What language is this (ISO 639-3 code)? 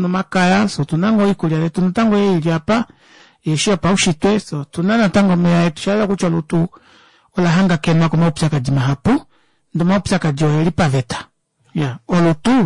kua